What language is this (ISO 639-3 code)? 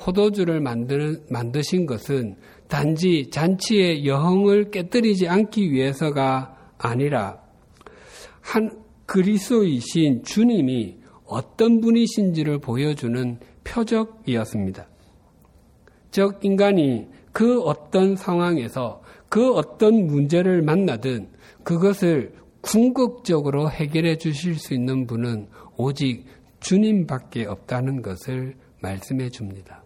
kor